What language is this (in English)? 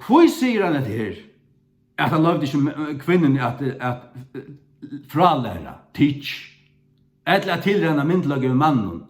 Faroese